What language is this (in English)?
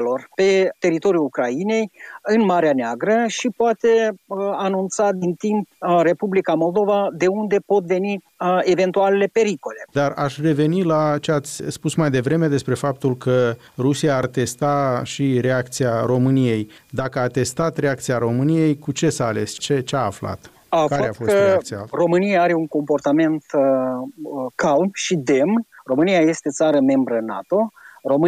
Romanian